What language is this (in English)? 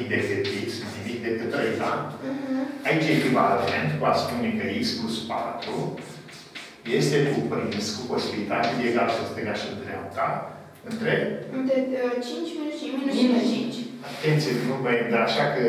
Romanian